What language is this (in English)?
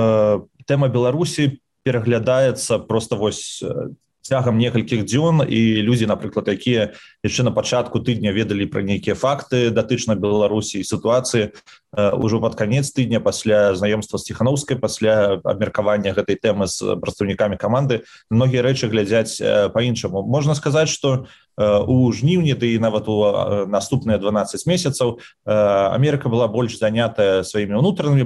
Belarusian